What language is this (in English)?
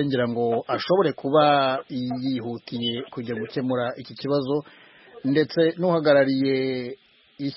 Kinyarwanda